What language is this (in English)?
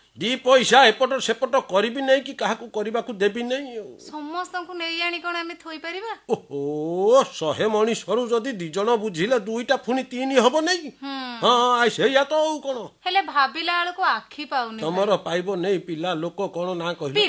Odia